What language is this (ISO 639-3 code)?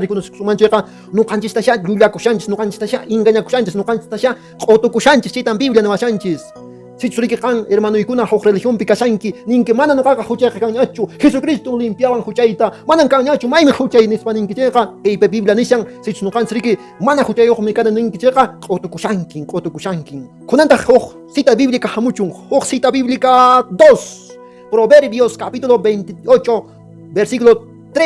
que